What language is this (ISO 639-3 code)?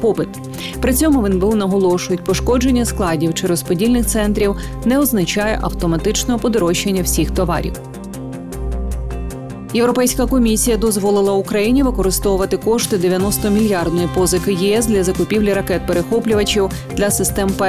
ukr